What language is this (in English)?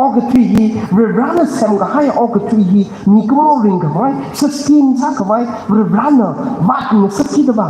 Tangkhul Naga (India)